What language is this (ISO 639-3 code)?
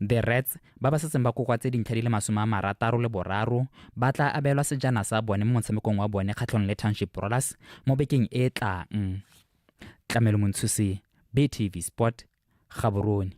tsn